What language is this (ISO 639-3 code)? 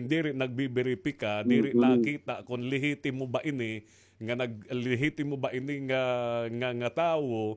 war